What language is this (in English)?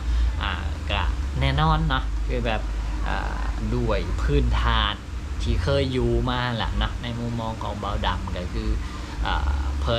Lao